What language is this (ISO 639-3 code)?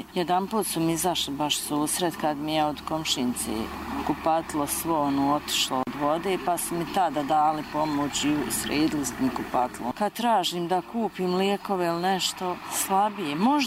bos